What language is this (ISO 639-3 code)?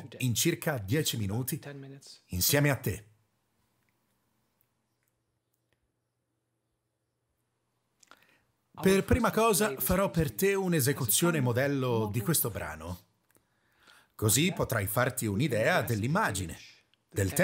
ita